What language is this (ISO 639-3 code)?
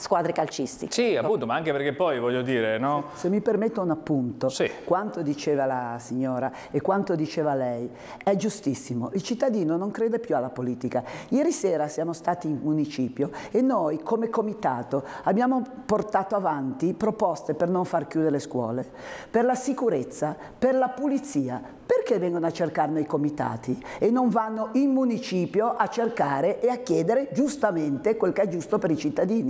ita